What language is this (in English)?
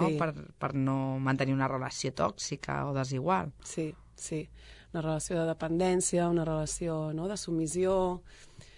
Catalan